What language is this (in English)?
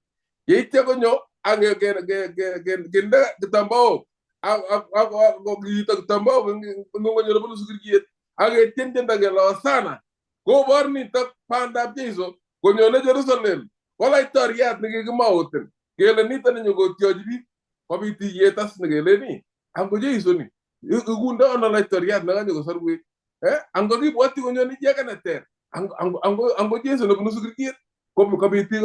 Kalenjin